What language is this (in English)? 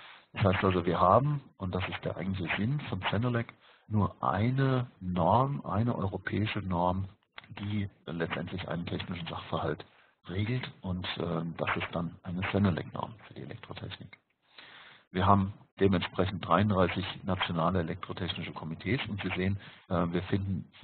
German